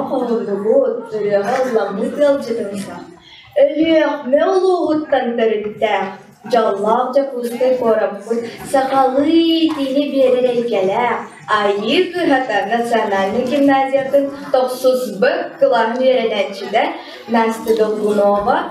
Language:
Yakut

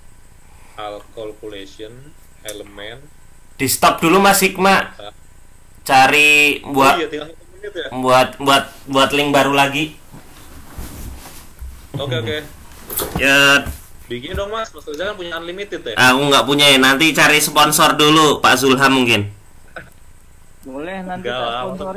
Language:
Indonesian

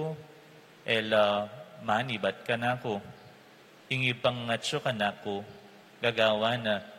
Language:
Pampanga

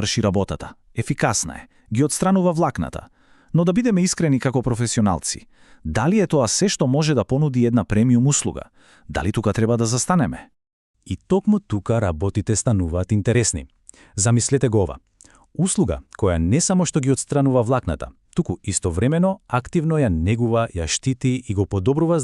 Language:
Macedonian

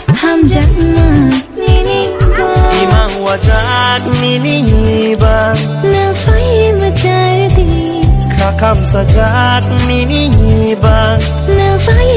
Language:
Kok Borok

